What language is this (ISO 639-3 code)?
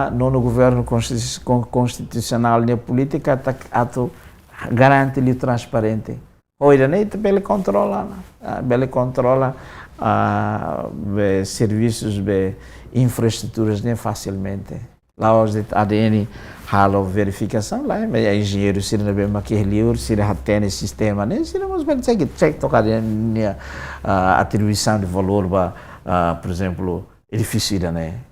tet